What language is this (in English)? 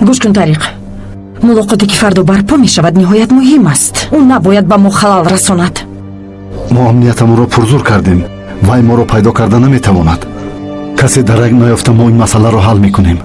Tajik